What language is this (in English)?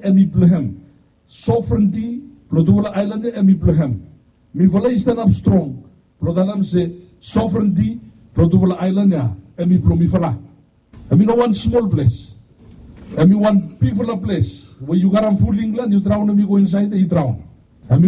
Bislama